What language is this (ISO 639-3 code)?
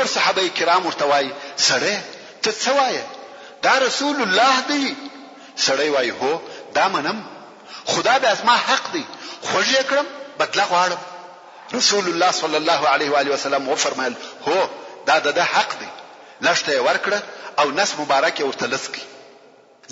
pus